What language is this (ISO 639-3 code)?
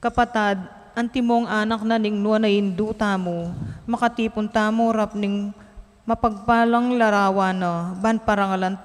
pam